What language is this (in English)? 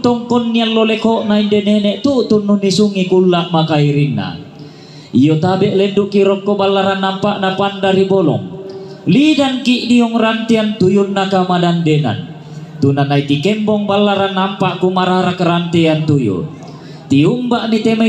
Toraja-Sa'dan